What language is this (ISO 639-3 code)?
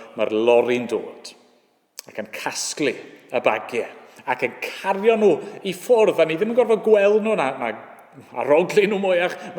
cym